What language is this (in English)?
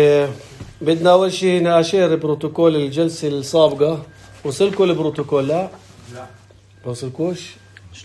North Levantine Arabic